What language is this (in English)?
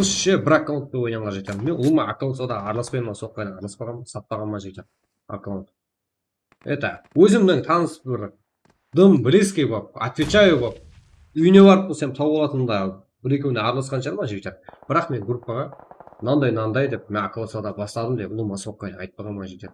Kara-Kalpak